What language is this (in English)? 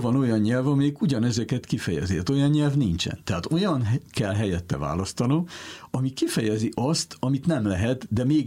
Hungarian